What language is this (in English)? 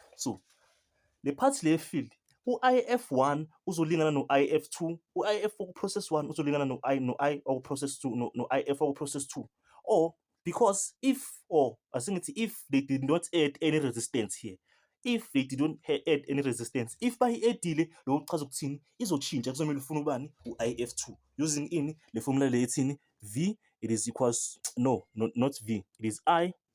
Zulu